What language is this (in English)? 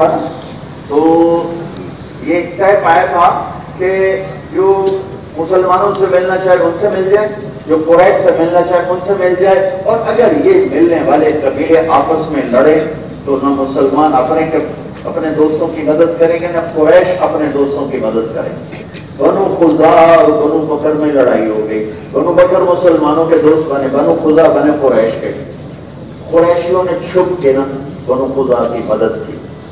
Urdu